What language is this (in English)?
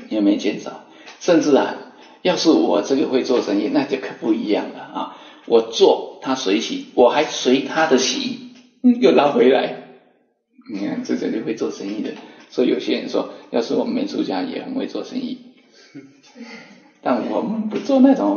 Chinese